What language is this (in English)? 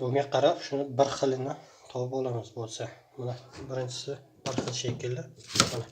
Uzbek